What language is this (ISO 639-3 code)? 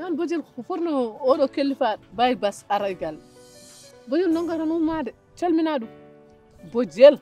ful